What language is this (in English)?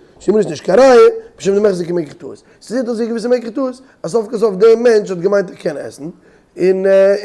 Yiddish